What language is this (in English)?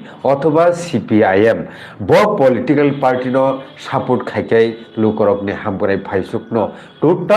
Kok Borok